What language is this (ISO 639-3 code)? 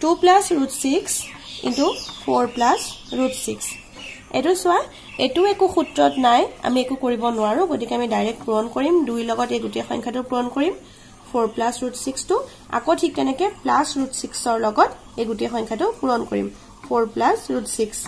asm